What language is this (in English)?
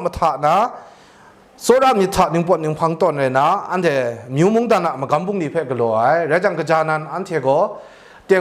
Kachin